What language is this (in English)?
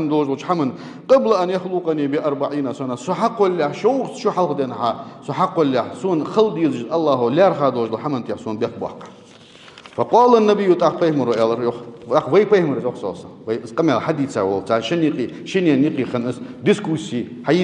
Ingush